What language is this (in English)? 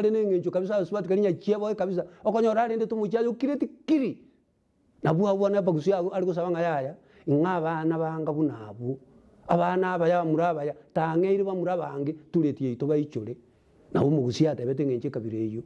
Gusii